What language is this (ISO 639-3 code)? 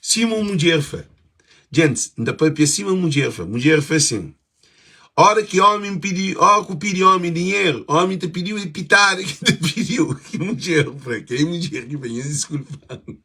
kea